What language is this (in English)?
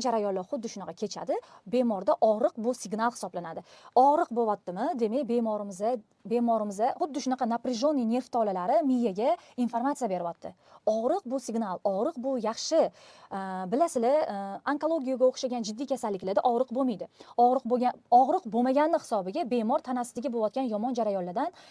Uzbek